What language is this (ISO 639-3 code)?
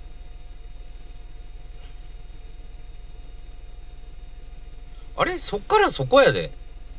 jpn